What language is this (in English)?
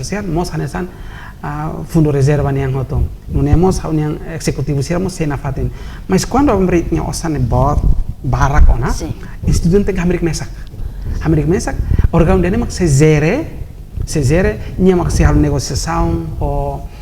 Tetum